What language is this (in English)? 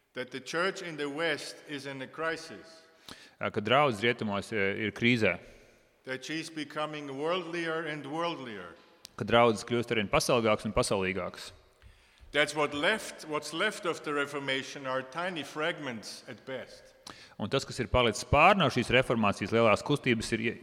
Latvian